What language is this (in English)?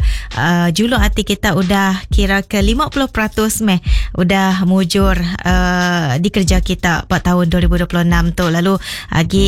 Iban